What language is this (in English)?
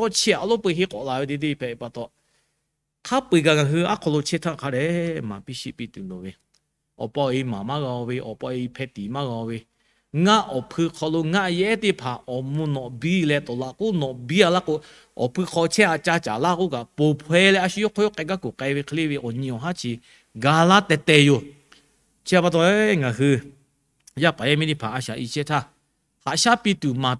Lahu